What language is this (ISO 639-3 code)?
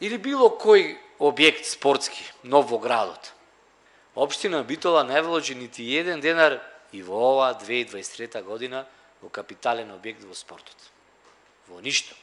mkd